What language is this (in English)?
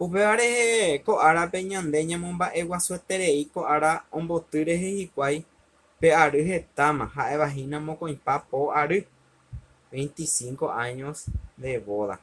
Guarani